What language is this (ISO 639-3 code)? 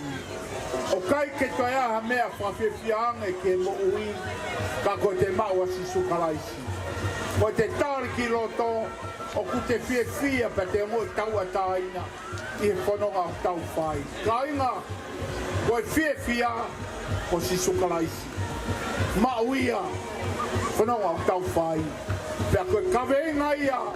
ton